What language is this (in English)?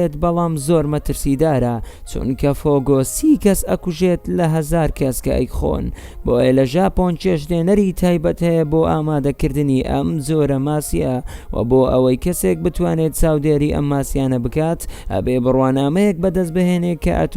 Central Kurdish